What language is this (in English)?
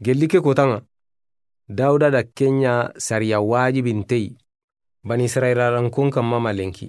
Soninke